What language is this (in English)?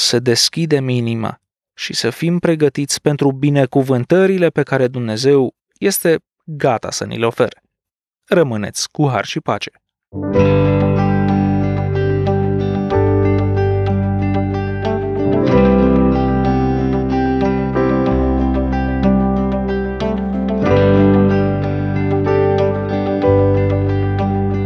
Romanian